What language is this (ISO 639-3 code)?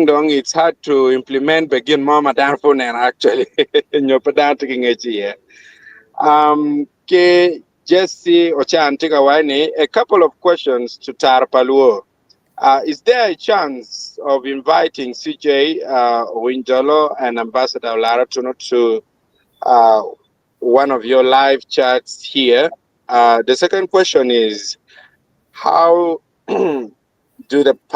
ach